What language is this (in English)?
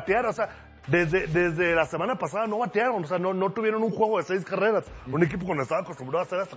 Spanish